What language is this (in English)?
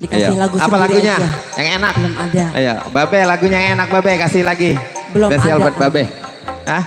Betawi